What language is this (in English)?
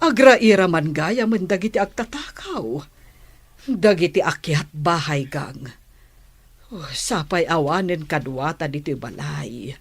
Iloko